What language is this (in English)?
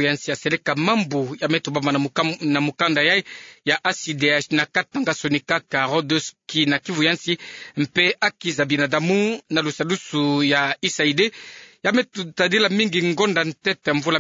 Kituba (Democratic Republic of Congo)